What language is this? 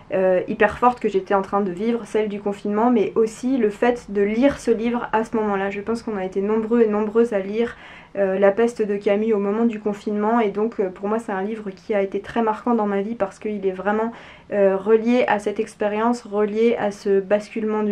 French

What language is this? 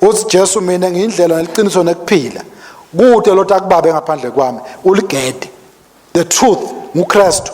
Swati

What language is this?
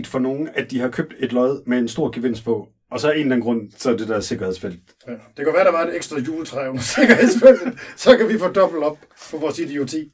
Danish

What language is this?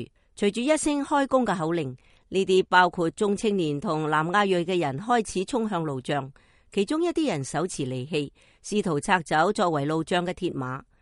Cantonese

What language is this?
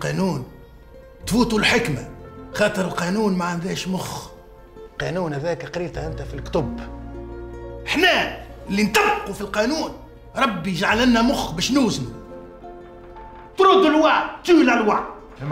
Tunisian Arabic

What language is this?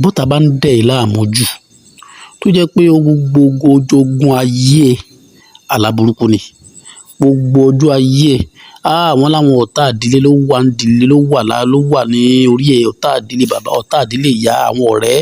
Yoruba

